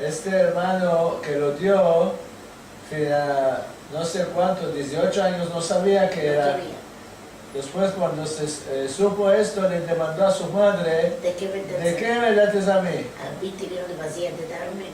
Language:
Ladino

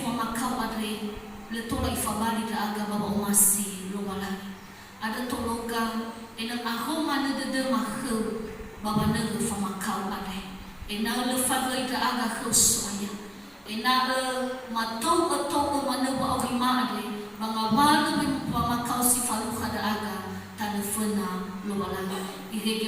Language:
Nias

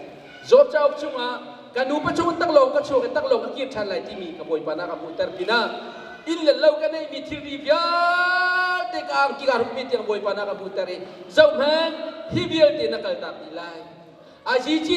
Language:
Hakha Chin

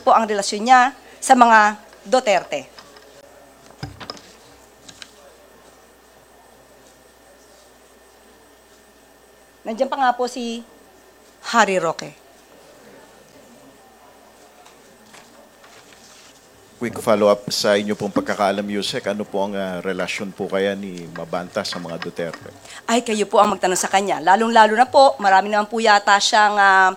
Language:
Filipino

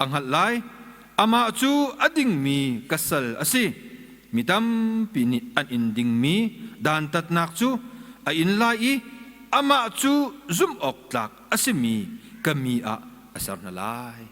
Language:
Hakha Chin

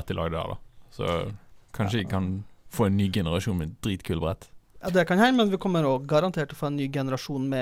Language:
Norwegian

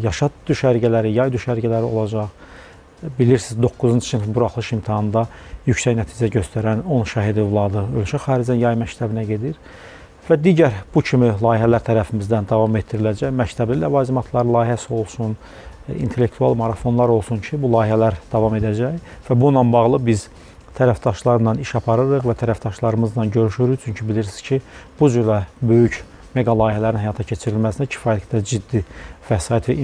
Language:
Azerbaijani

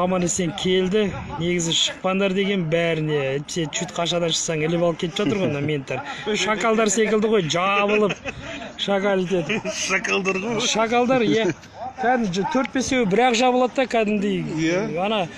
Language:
Kazakh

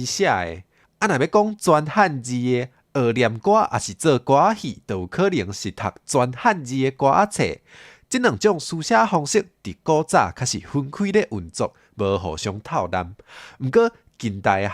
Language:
Min Nan Chinese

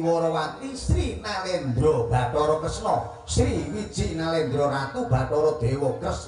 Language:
Javanese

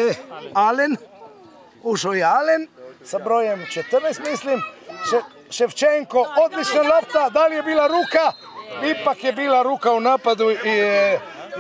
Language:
Croatian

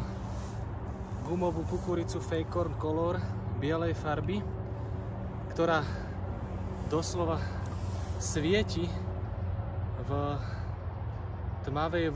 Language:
Slovak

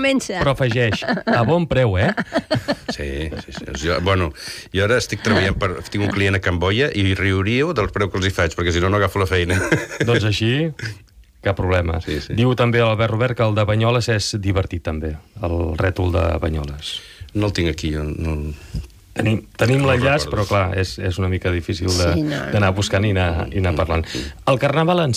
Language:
Catalan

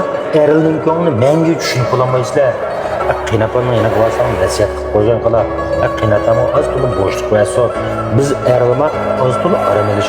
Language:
Uyghur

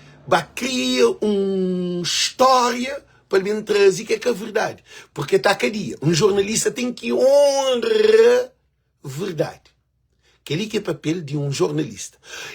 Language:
Kabuverdianu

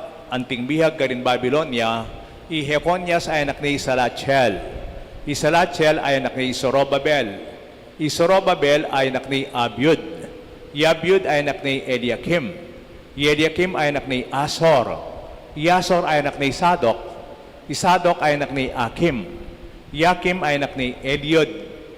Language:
Pampanga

